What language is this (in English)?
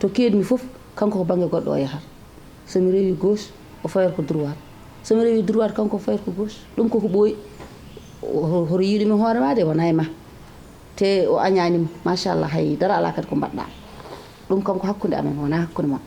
Fula